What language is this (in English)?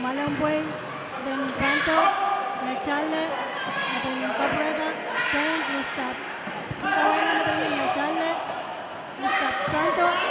Pohnpeian